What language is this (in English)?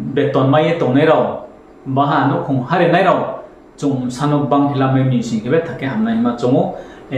Riang (India)